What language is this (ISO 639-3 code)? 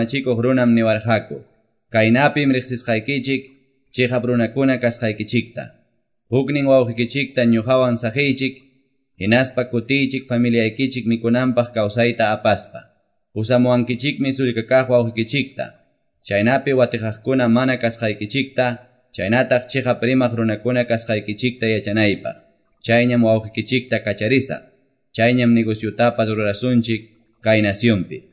que